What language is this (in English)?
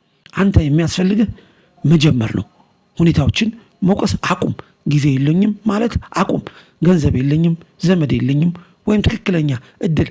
Amharic